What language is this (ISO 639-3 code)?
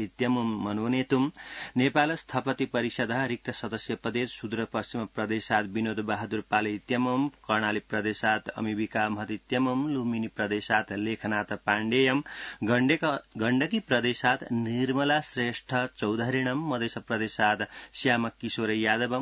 san